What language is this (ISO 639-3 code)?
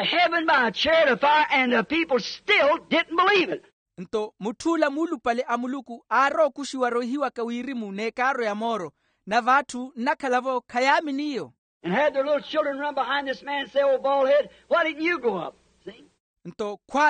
vmw